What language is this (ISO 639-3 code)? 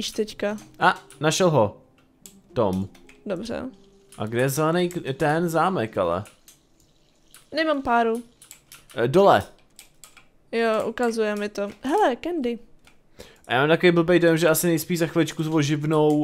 ces